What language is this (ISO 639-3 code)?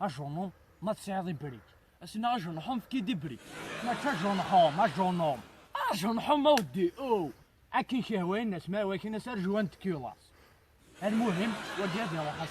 kab